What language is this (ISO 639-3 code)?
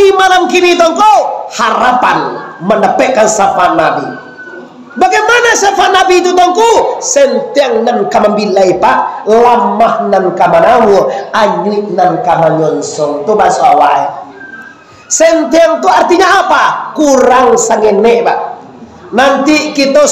min